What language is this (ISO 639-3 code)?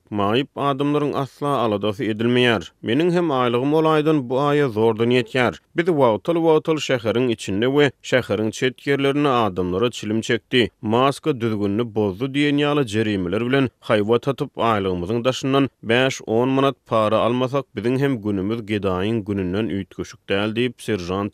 tuk